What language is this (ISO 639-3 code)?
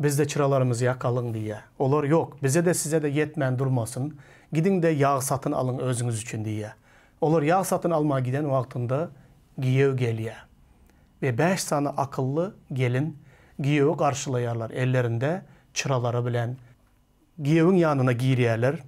tuk